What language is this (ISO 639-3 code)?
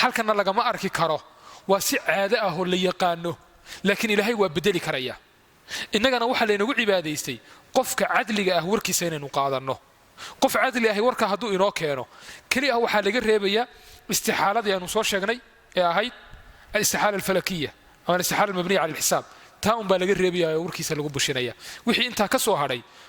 som